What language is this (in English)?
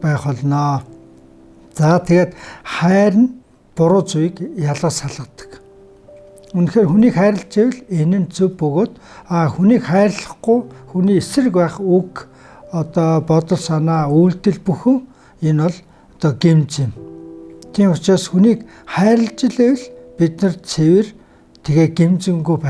Mongolian